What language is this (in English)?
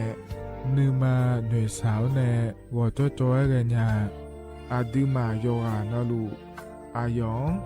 Akha